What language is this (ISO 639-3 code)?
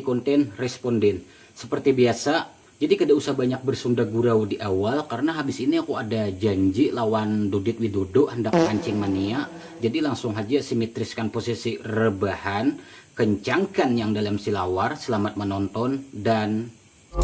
bjn